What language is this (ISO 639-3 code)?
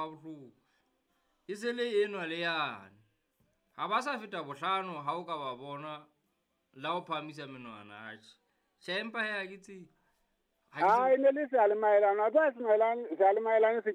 sot